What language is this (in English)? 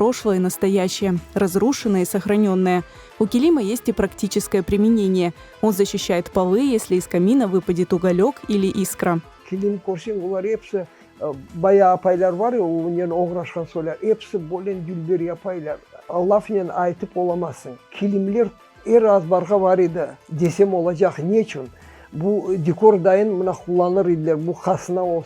Crimean Tatar